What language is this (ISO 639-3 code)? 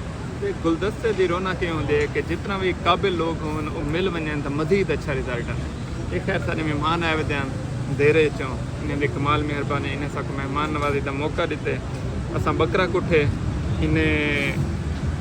skr